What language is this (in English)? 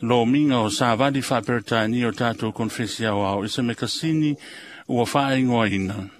Samoan